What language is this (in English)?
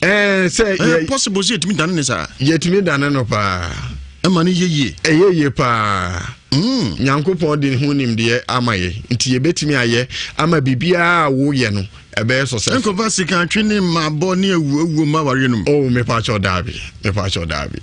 Akan